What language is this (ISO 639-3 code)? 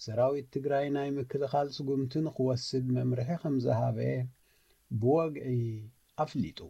tir